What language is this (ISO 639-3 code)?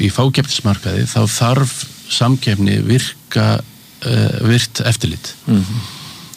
isl